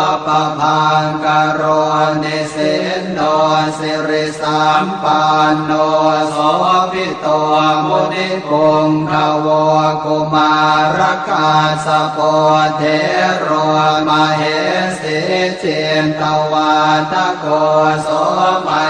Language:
Pali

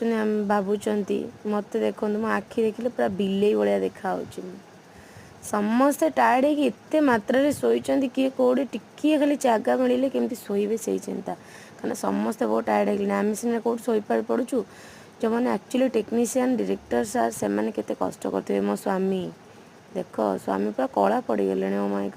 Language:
Odia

